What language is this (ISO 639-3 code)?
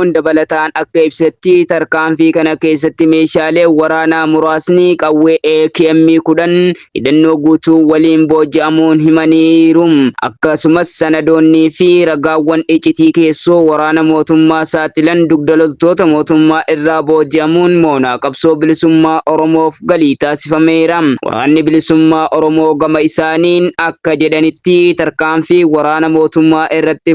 orm